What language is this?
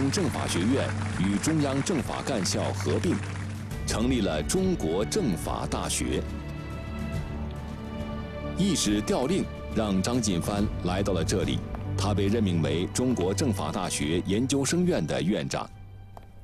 Chinese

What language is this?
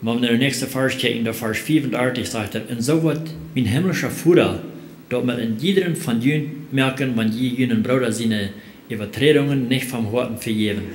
Plautdietsch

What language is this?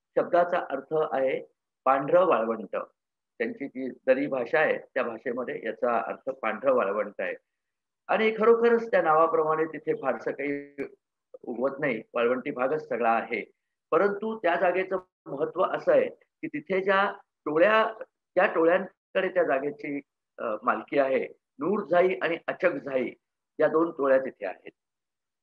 Marathi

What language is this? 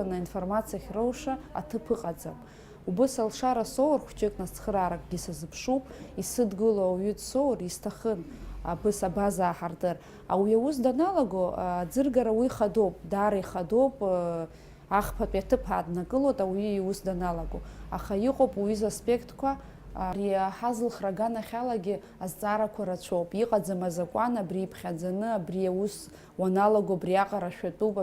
Abkhazian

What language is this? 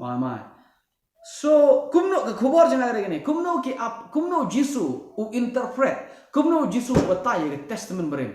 Khasi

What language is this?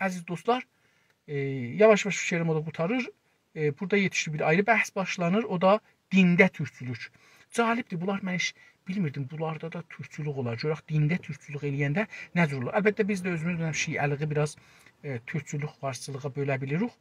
South Azerbaijani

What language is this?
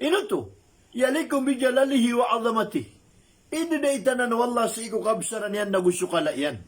Maranao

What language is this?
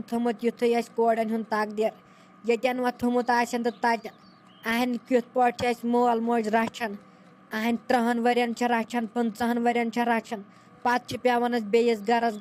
Kashmiri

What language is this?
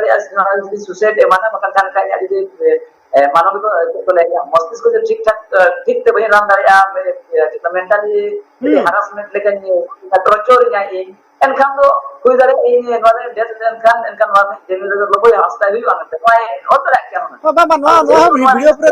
Santali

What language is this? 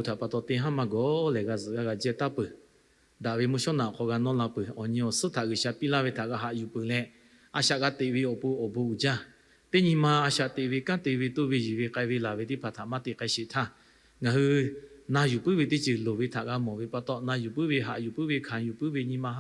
Lahu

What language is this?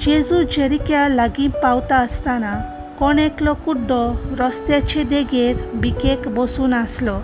Konkani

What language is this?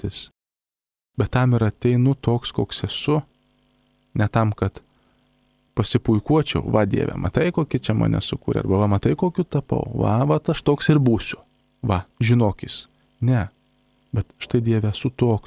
Lithuanian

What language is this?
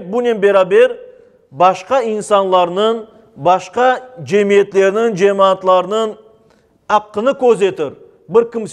Crimean Tatar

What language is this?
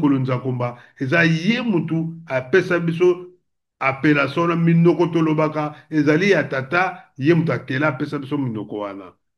Lingala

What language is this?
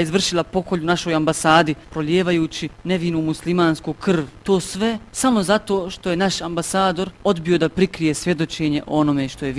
Bosnian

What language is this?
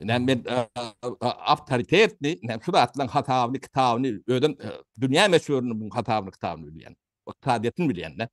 Turkmen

